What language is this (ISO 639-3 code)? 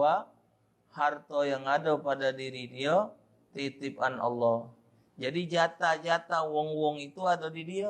mui